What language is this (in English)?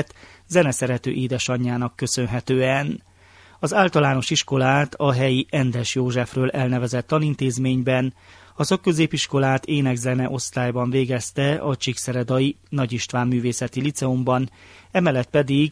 Hungarian